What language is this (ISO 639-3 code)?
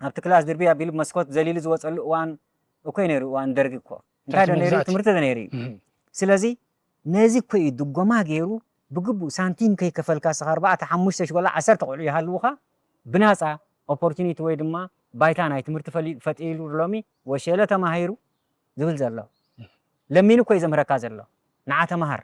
tir